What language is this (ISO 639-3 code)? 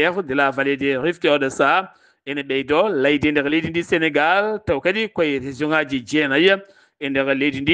ful